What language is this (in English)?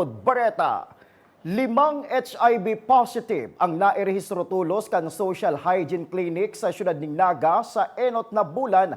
Bikol